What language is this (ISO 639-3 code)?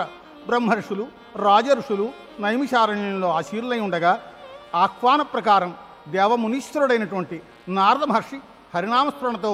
tel